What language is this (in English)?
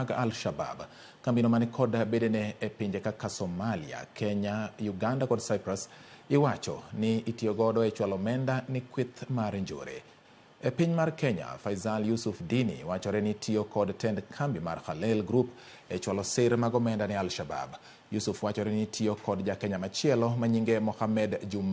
Luo (Kenya and Tanzania)